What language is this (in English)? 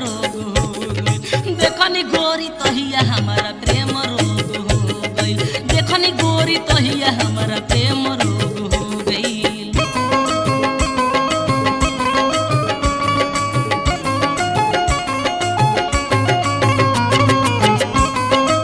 Bhojpuri